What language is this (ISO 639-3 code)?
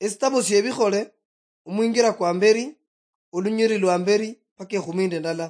luy